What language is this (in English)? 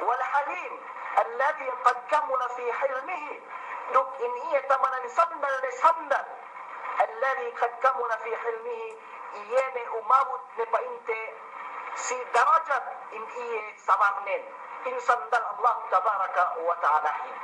Yakan